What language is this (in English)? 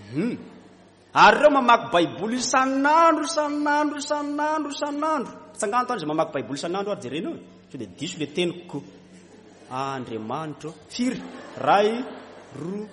Malagasy